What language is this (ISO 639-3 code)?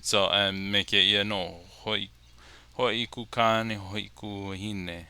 haw